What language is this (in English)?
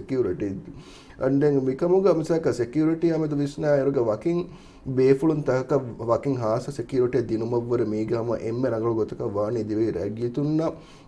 Divehi